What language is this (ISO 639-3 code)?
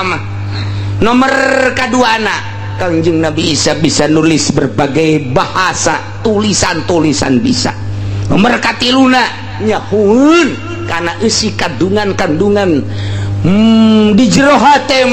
sun